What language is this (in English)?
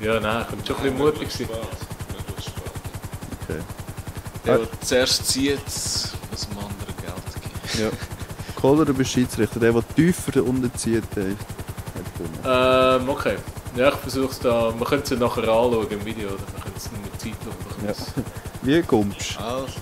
Swiss German